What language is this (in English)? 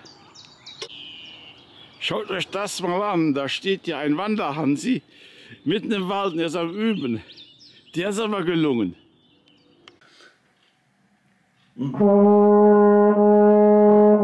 German